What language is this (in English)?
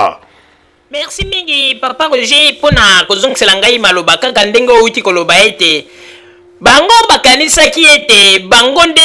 Lingala